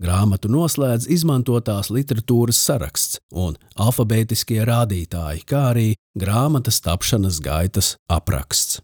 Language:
Latvian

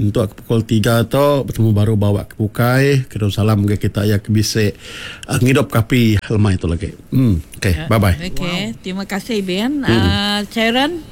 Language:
Iban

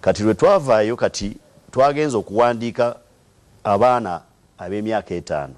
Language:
Ganda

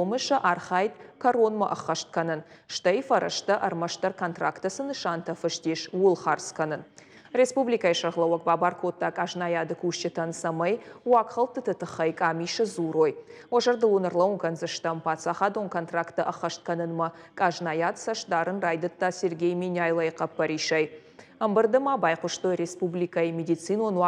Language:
Ossetic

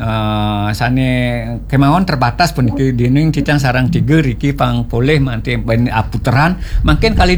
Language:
Balinese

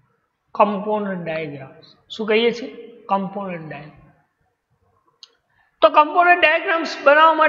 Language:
Gujarati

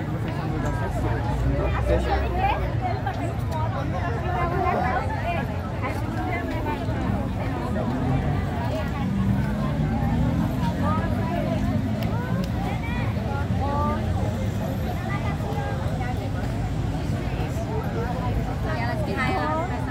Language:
Portuguese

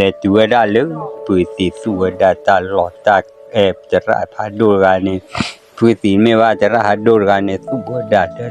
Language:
S'gaw Karen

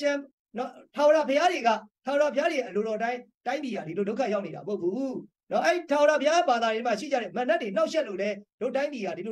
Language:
Burmese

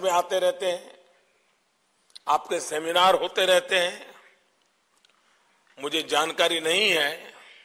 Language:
Hindi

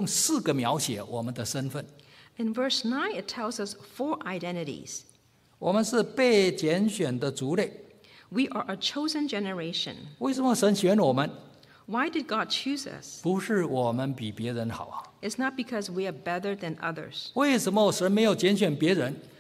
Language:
Chinese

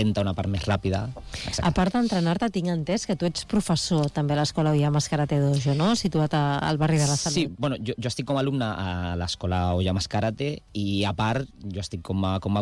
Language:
Catalan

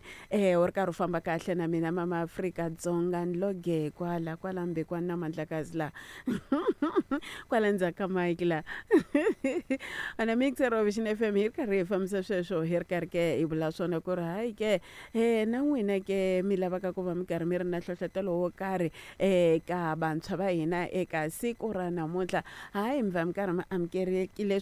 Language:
Tsonga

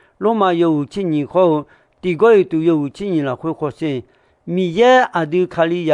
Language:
Akha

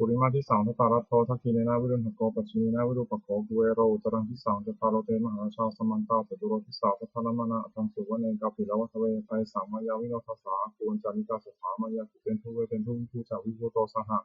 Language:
Pali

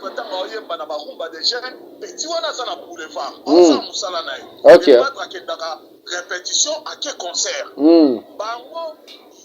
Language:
Lingala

